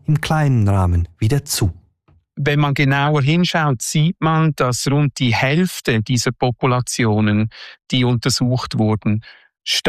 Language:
German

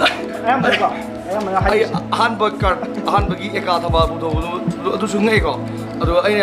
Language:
Manipuri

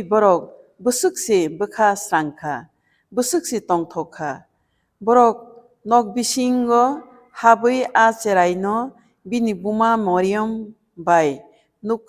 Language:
Kok Borok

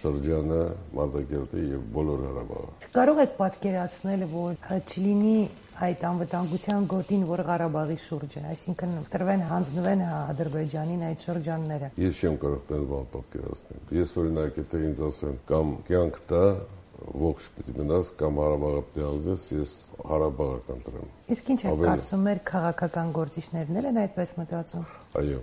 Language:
Armenian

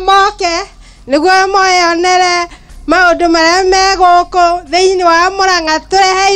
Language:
Kikuyu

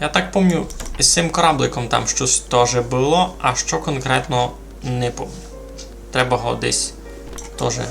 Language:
Rusyn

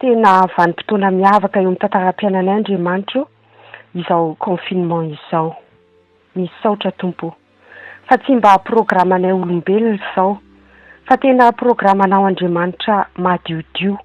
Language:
Malagasy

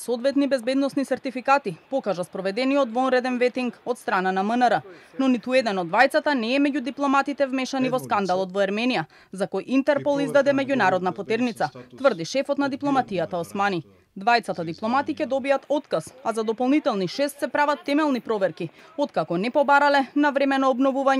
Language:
Macedonian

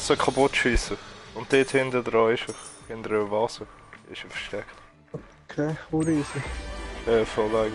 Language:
Swiss German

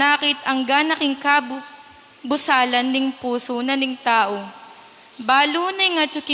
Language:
Pampanga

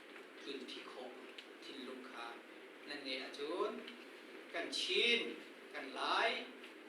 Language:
Hakha Chin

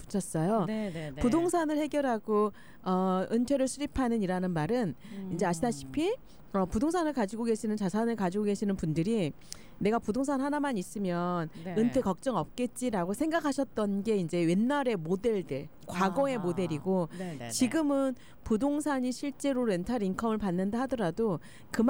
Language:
Korean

